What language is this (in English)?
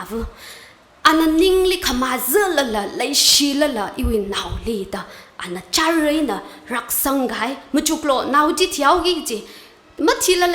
Tangkhul Naga (India)